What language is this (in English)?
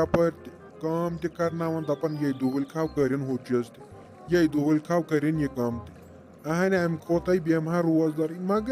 Kashmiri